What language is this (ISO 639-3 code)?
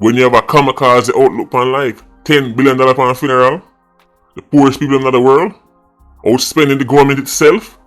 jam